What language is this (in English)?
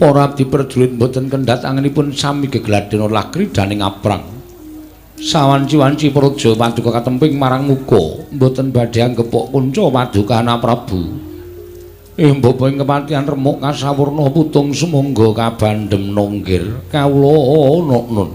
Javanese